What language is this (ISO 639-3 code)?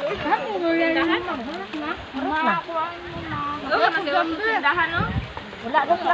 ceb